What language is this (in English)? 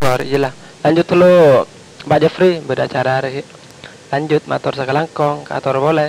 Madurese